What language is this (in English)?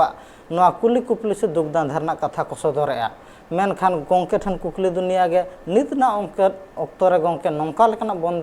Santali